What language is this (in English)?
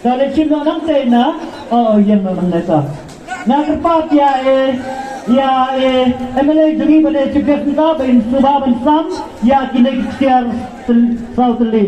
Khasi